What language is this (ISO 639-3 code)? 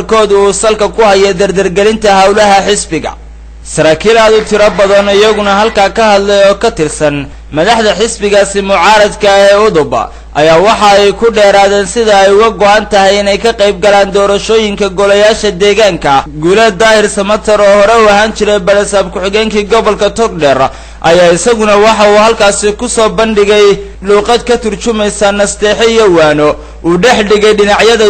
som